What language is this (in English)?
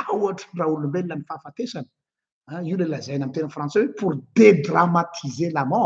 Malagasy